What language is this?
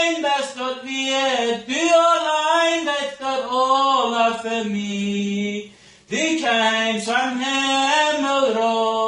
Plautdietsch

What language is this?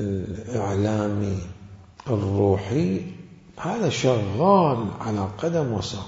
Mesopotamian Arabic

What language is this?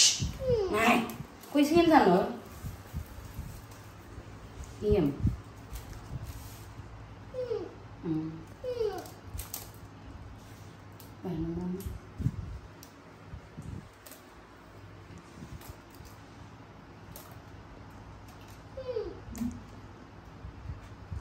Vietnamese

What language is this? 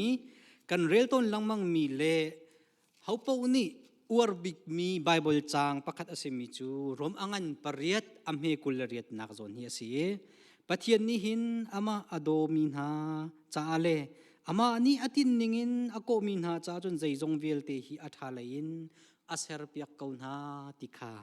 Hakha Chin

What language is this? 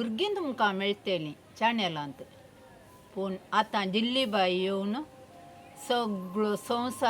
Konkani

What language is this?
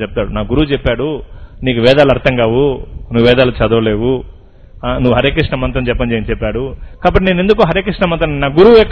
Telugu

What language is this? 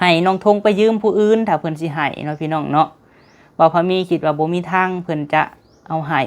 Lao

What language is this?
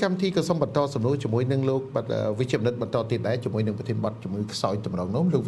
Khmer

